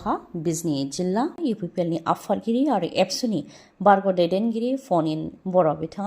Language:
Bodo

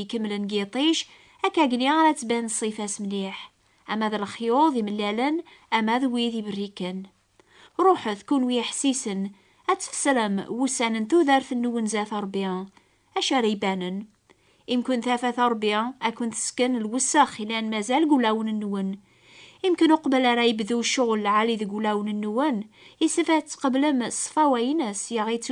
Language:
Kabyle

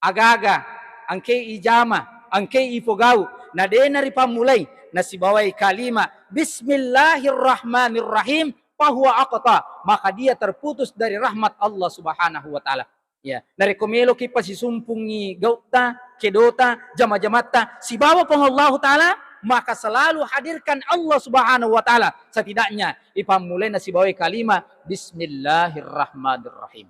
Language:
Buginese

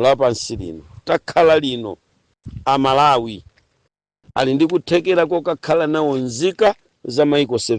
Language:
Nyanja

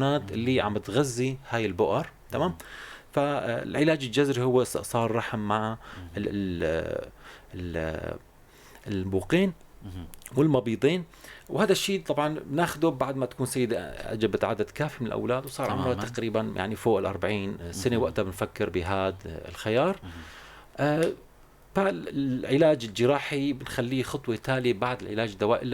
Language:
North Levantine Arabic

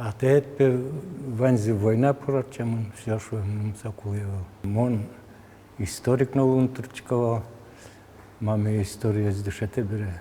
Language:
Udmurt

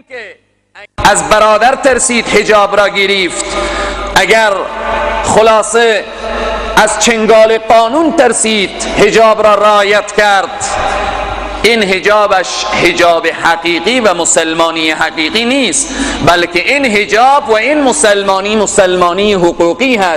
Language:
Persian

